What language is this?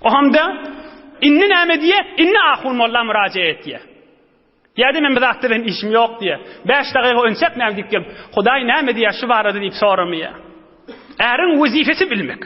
Turkmen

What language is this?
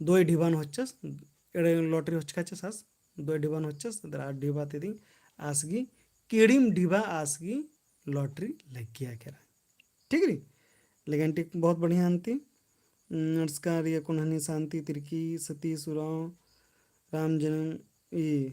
Kurukh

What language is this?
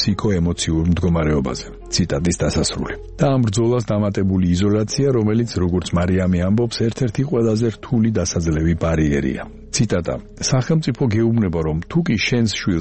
Georgian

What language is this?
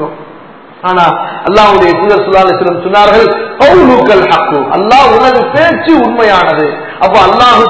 Tamil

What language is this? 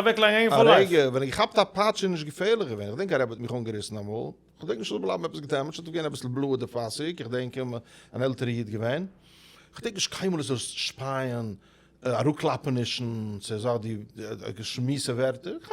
Yiddish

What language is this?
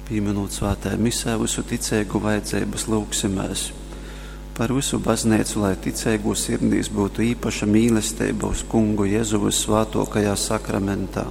Latgalian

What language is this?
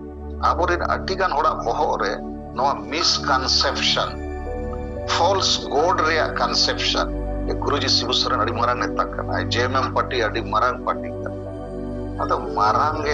Santali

